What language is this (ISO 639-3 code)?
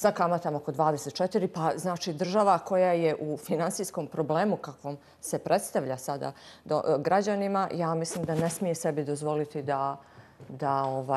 bos